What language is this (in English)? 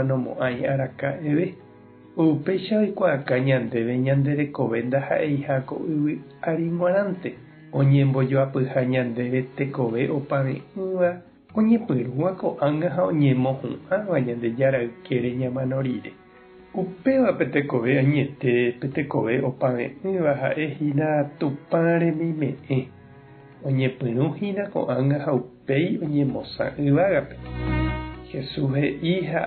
Guarani